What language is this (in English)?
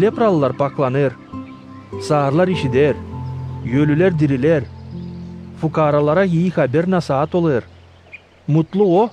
Gagauz